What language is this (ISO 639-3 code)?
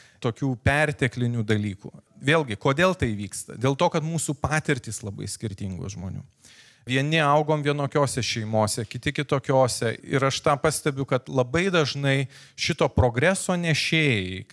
lit